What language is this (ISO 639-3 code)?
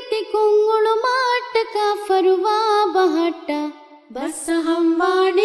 div